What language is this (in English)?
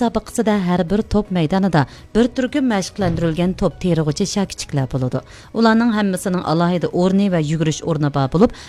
Uyghur